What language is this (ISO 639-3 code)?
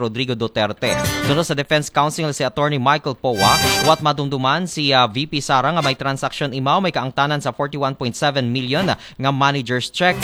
akl